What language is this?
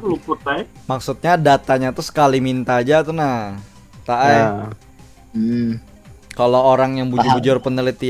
Banjar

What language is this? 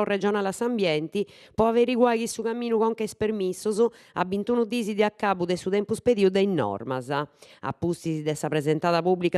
Sardinian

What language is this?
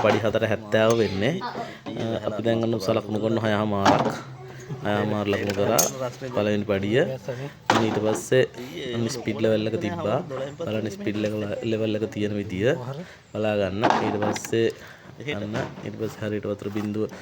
Sinhala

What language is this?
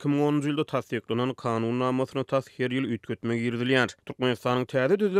Turkmen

